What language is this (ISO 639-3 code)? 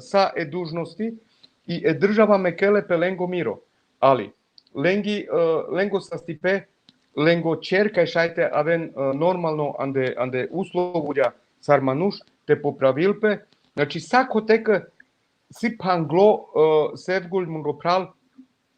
rmn